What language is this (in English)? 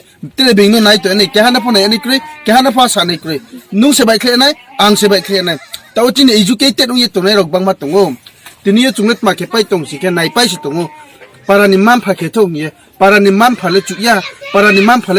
Riang (India)